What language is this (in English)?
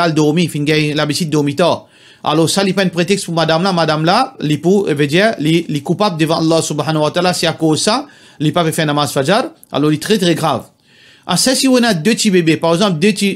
Morisyen